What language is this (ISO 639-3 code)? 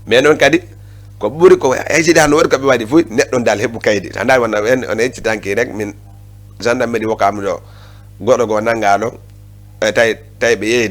ful